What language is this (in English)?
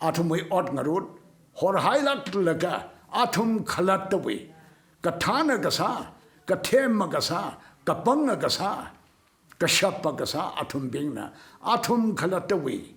Tangkhul Naga (India)